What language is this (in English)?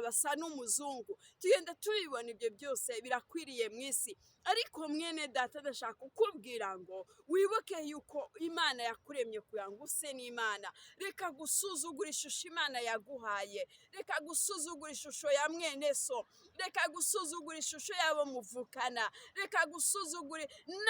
Kinyarwanda